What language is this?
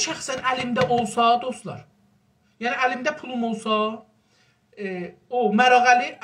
South Azerbaijani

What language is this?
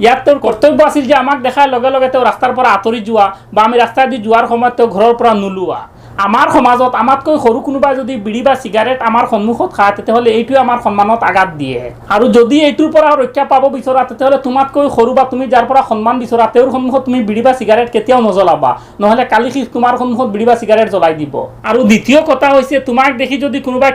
Assamese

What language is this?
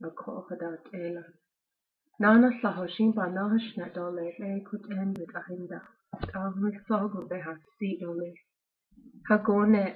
Navajo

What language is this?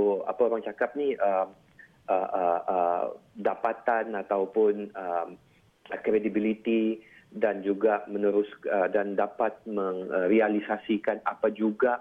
Malay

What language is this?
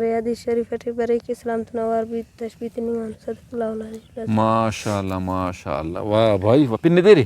Brahui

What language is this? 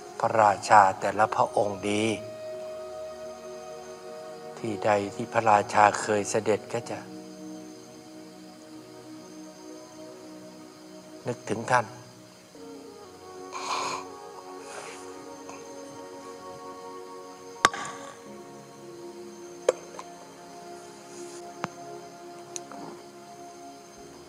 Thai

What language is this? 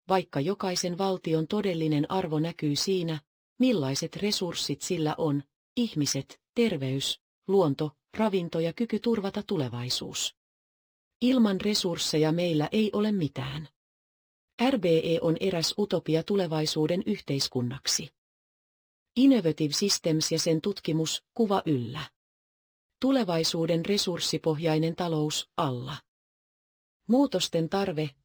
Finnish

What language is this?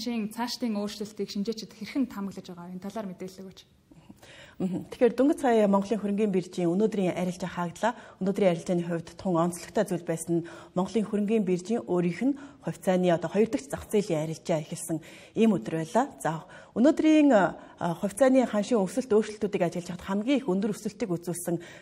Mongolian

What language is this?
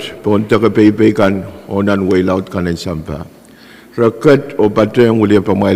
Pohnpeian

